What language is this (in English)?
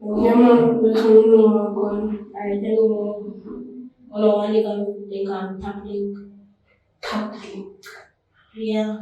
Jamaican Creole English